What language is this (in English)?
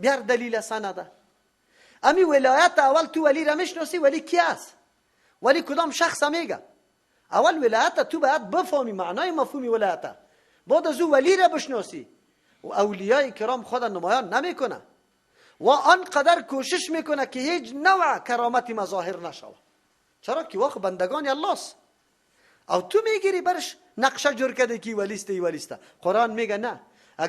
Persian